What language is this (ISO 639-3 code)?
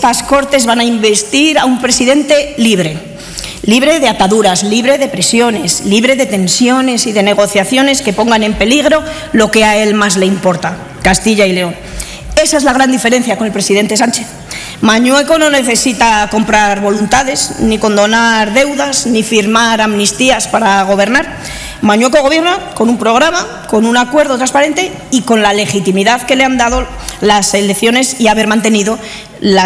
spa